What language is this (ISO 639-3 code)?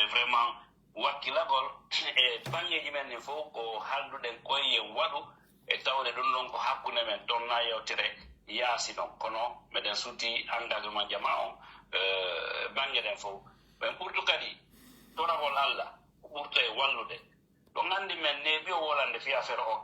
fuf